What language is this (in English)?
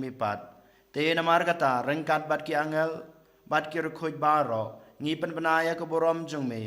Khasi